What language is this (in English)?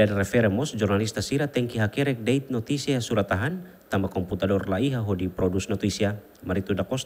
Tetum